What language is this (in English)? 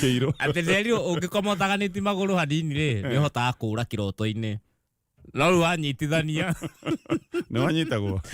Kikuyu